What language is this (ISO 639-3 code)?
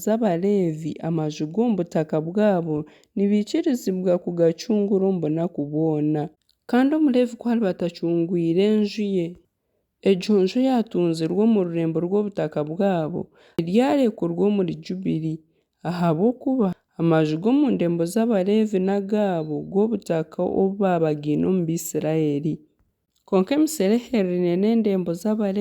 nyn